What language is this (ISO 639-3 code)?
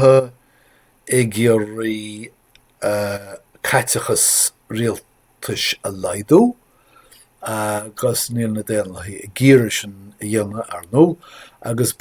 gle